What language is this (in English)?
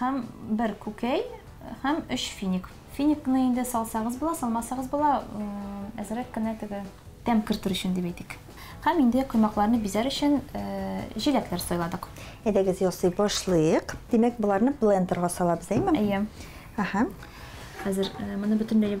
Tatar